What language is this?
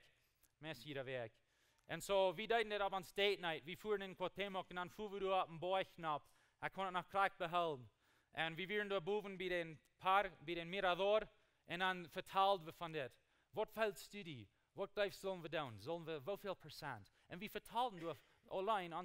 Plautdietsch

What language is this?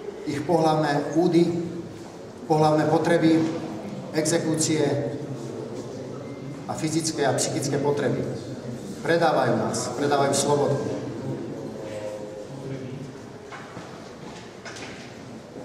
Slovak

